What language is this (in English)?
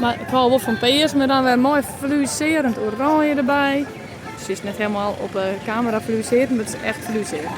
Western Frisian